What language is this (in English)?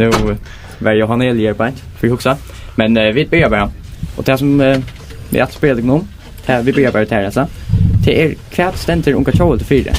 Faroese